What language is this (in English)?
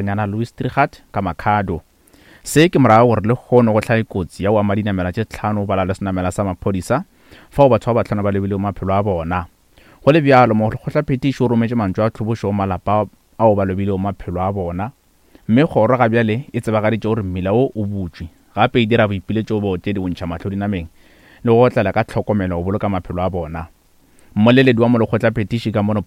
Northern Sotho